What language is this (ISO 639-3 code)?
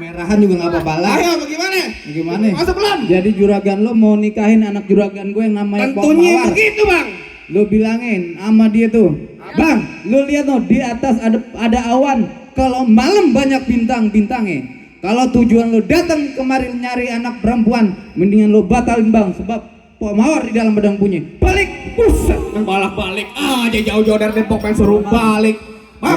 bew